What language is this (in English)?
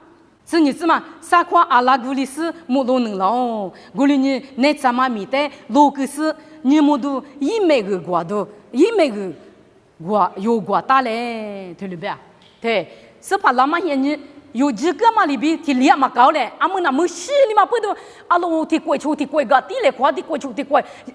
Lisu